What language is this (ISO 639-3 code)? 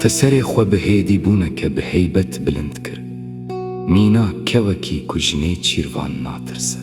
kur